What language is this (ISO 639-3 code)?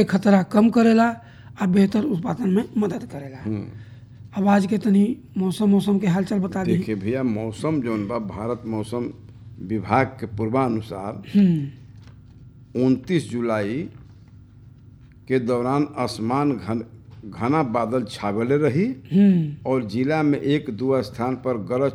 bho